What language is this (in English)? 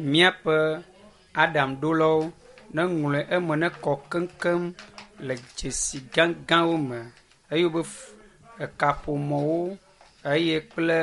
Ewe